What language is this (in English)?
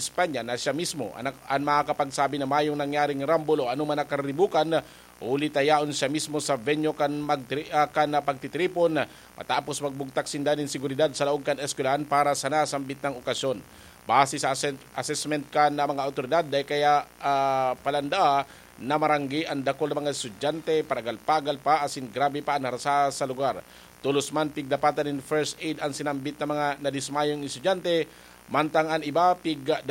Bikol